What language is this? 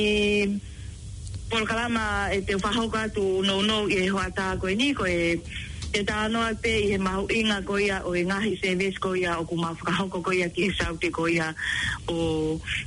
Tongan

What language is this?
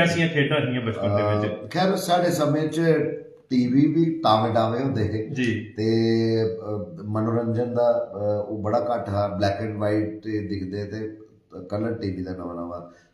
Dogri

